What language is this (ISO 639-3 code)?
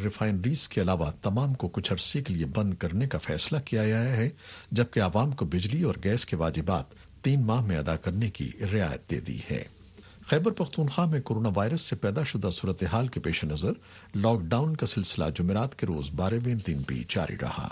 urd